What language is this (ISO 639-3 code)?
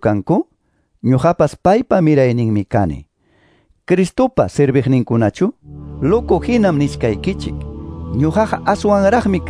que